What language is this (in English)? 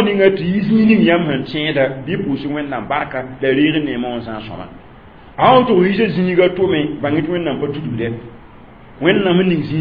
Mossi